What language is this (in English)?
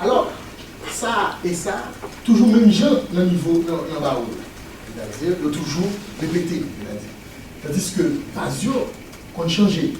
Haitian Creole